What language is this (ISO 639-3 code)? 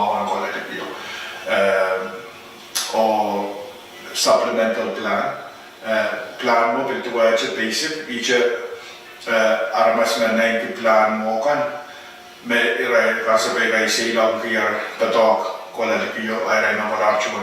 pon